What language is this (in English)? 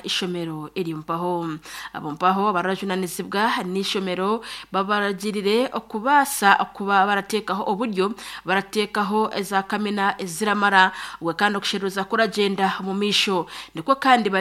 Nyankole